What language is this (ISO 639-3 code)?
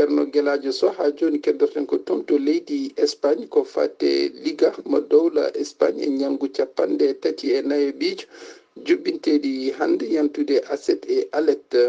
ful